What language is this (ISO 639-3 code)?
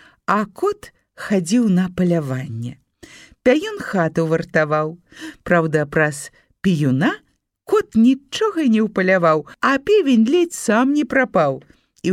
bel